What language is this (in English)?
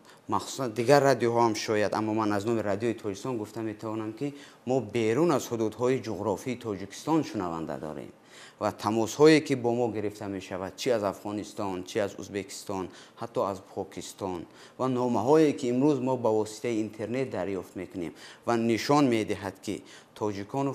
Tajik